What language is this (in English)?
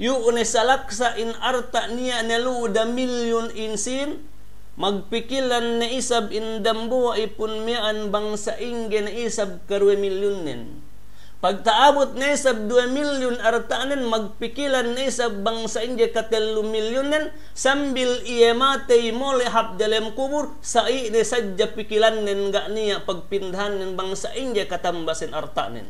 Yakan